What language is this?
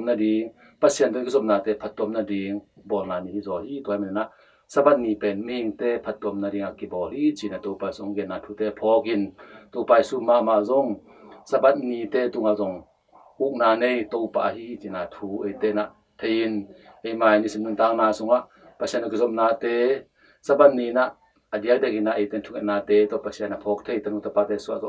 Tedim Chin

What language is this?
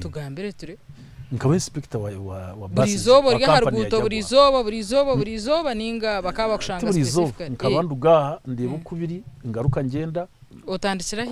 Nyankole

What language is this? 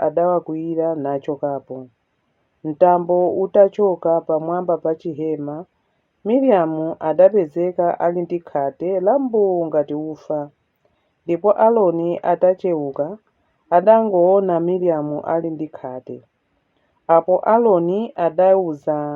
Nyanja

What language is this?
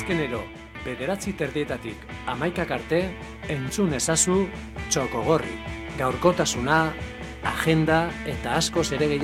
Basque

